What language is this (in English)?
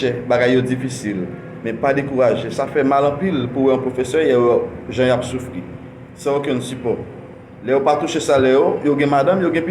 Haitian Creole